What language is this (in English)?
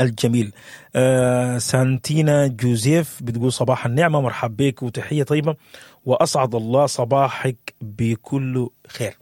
Sudanese Arabic